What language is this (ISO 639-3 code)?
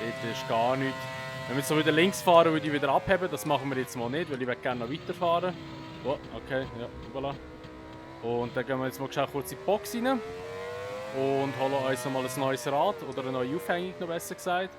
gsw